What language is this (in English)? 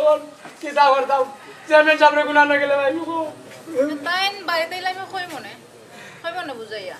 Sylheti